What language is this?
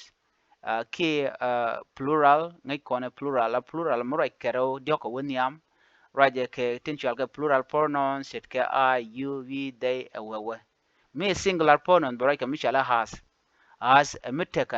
Nuer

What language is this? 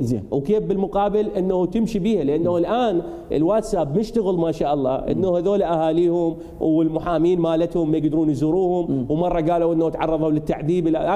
Mesopotamian Arabic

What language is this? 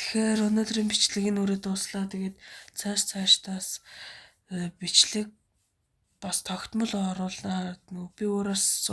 Mongolian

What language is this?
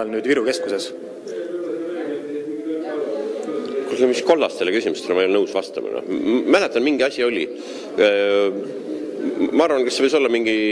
Estonian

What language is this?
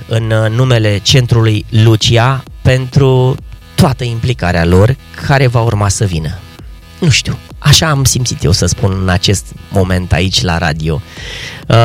Romanian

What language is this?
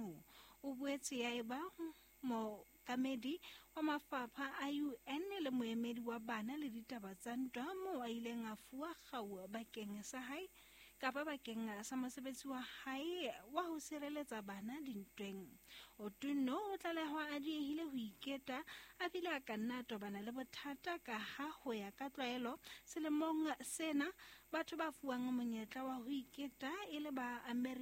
Southern Sotho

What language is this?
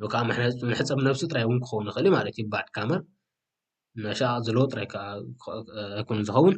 Tigrinya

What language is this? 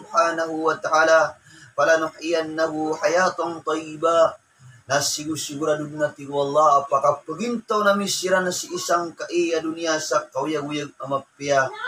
Maranao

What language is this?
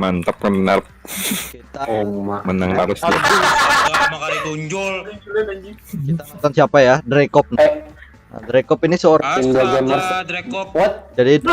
Banjar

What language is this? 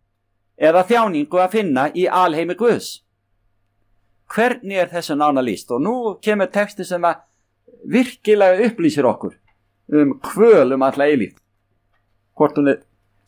Icelandic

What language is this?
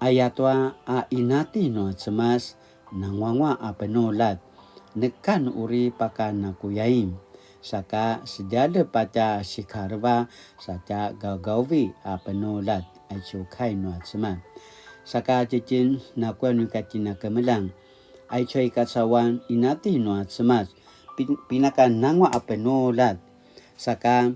Paiwan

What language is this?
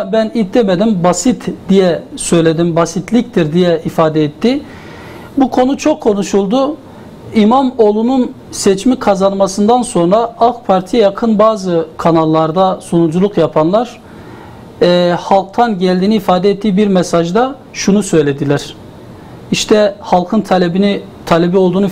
Turkish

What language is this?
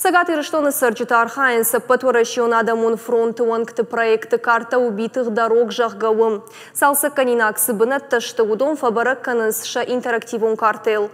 Ossetic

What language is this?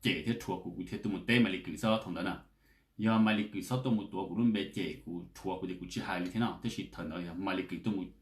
Hmong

